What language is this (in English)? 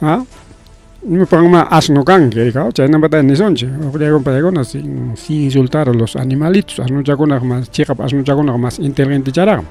Ayacucho Quechua